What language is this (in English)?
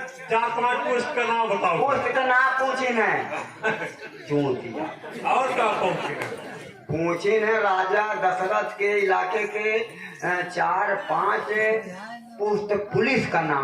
Awadhi